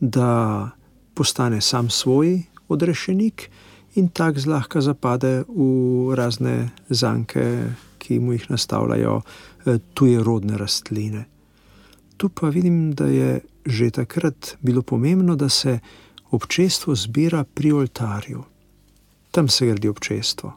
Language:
Slovenian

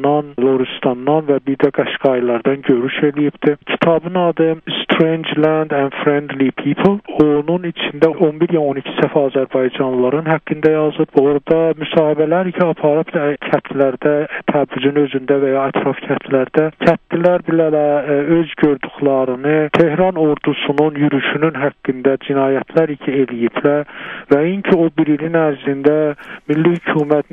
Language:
South Azerbaijani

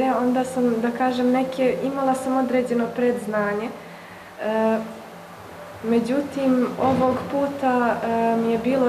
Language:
Bosnian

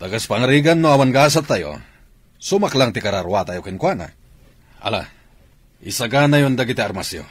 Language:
Iloko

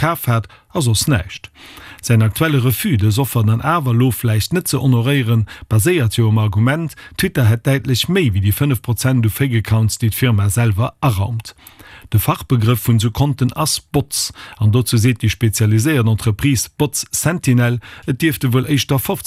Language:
Luxembourgish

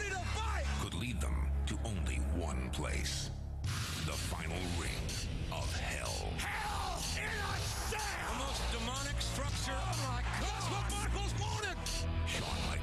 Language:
English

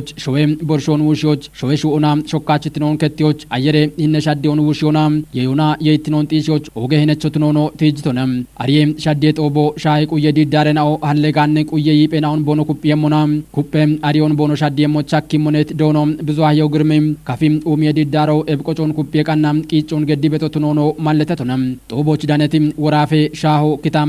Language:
Kafa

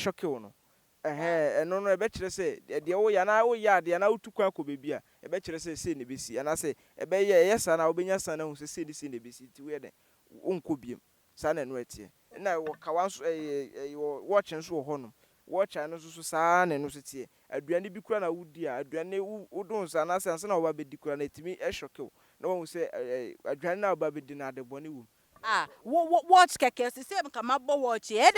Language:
Akan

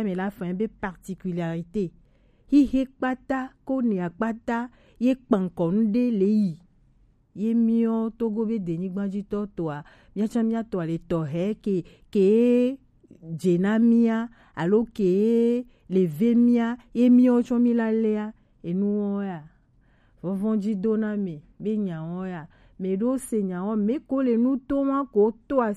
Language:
Gen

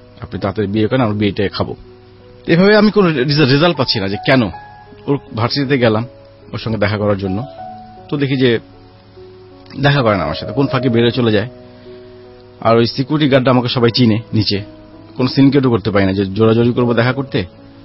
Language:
Bangla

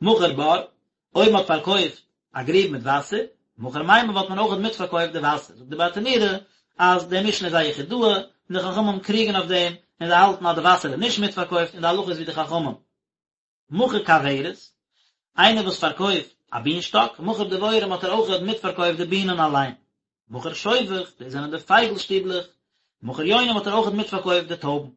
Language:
Yiddish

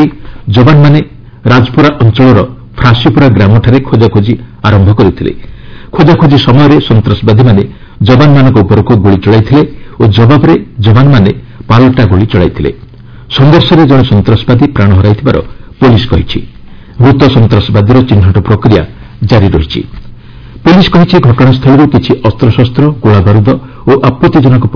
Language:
Odia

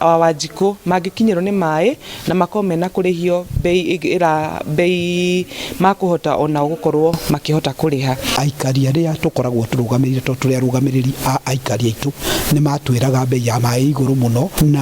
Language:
Kikuyu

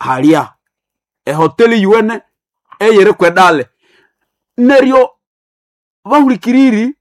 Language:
Nande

